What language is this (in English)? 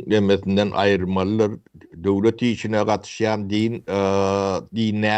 Turkmen